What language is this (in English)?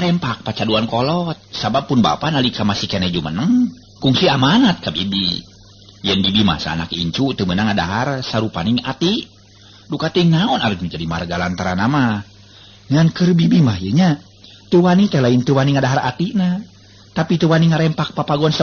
Sundanese